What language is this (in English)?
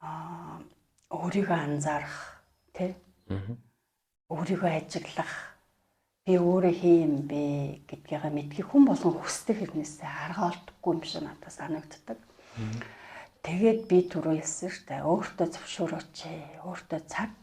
Mongolian